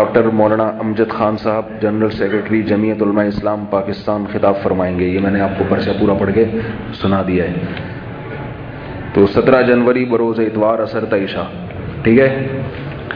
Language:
Urdu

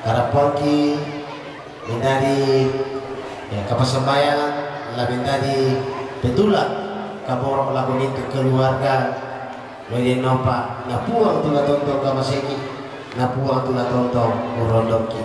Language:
Toraja-Sa'dan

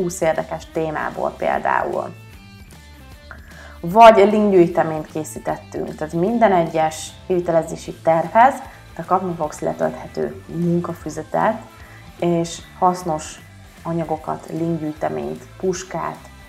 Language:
Hungarian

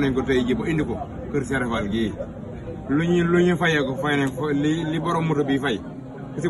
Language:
Wolof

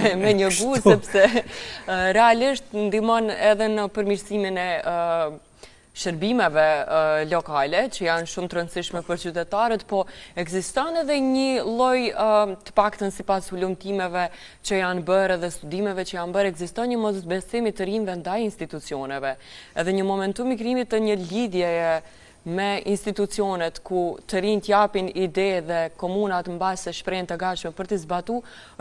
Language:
Albanian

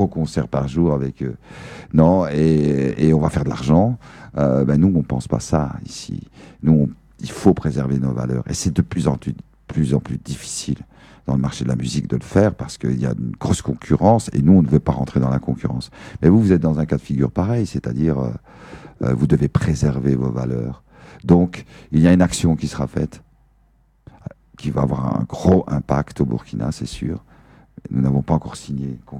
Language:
French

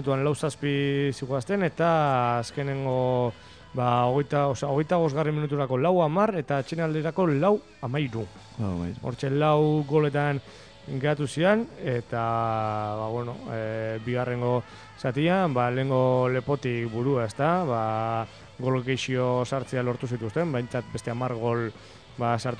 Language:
Basque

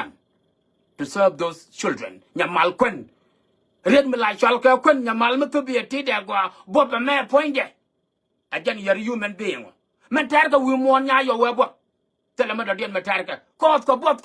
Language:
Nuer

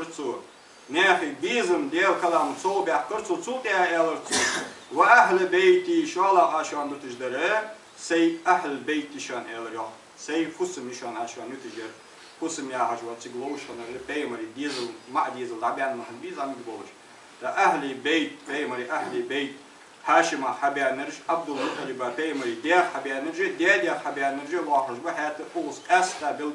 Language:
Ingush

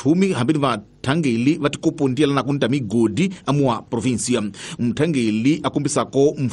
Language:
Tsonga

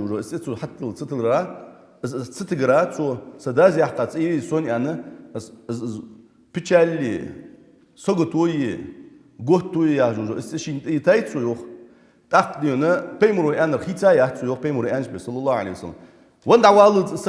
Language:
Ingush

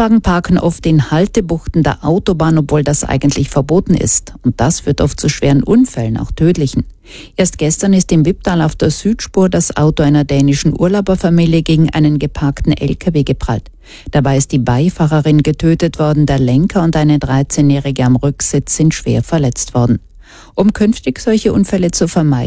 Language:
German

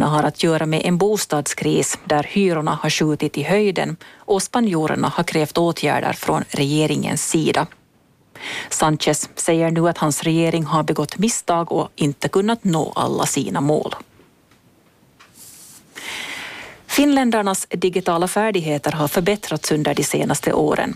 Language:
Swedish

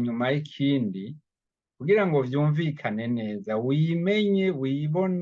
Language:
Rundi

